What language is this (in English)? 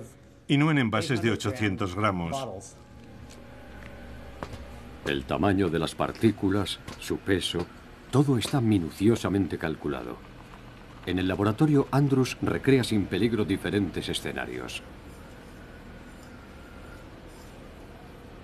Spanish